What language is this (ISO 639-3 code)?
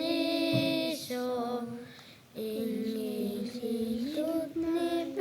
kal